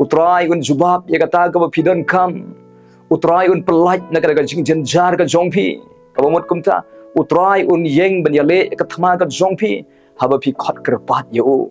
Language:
Khasi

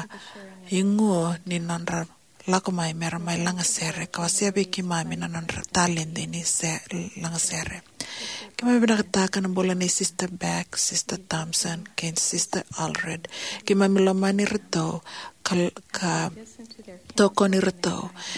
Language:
Fijian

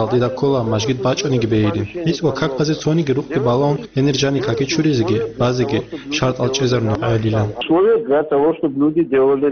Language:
Avaric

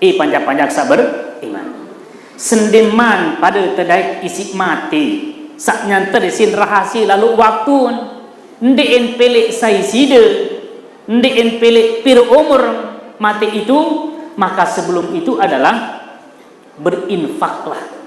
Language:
Sasak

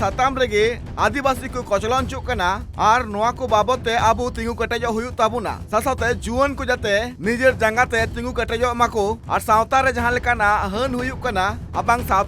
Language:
Santali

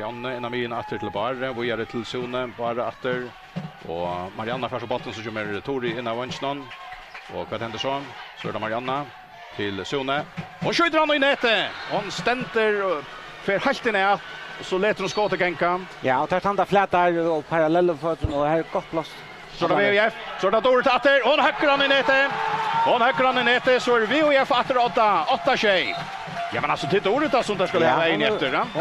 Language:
Faroese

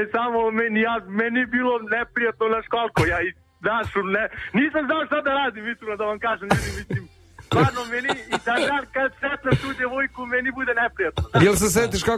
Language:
Serbian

